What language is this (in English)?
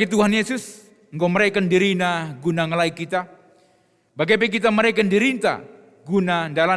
Batak Karo